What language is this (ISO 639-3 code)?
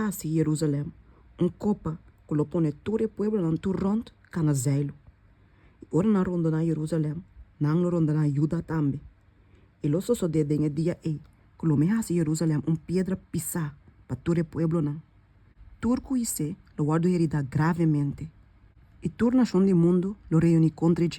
pap